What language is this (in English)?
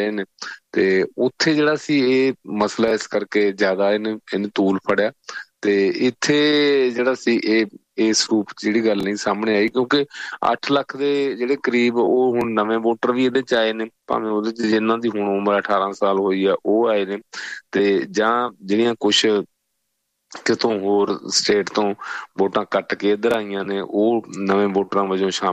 Punjabi